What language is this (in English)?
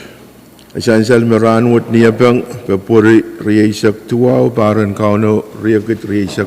Pohnpeian